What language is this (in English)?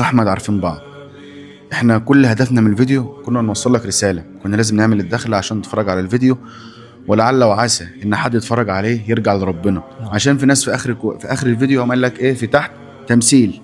Egyptian Arabic